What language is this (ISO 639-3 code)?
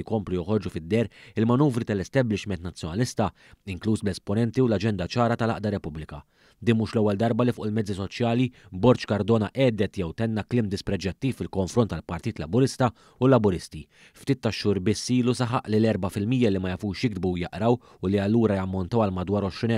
mlt